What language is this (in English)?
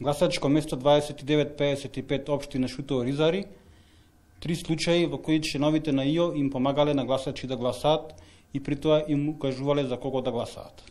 Macedonian